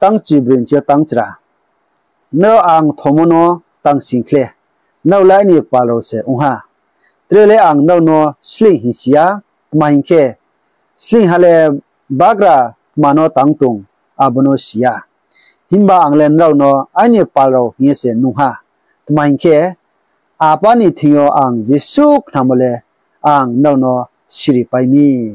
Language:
Riang (India)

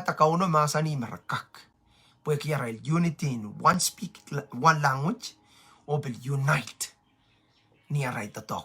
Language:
Pohnpeian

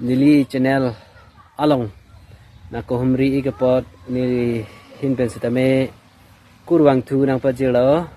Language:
Karbi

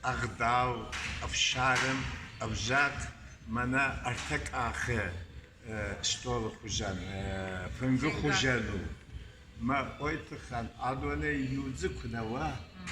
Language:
Ossetic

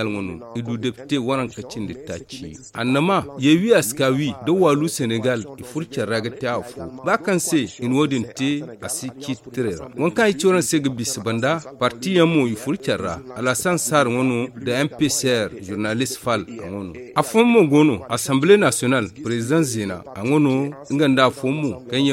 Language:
Zarma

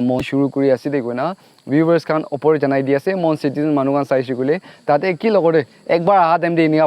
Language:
Naga Pidgin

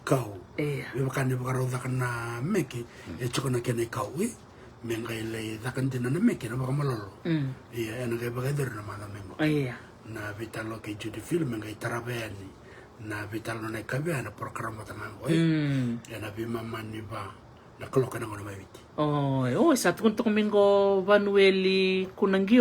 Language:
Fijian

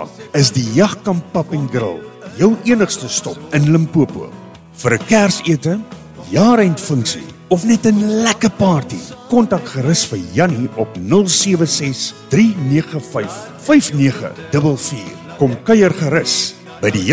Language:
Afrikaans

